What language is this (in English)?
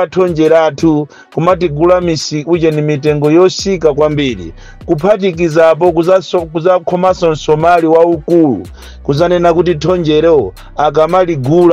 Nyanja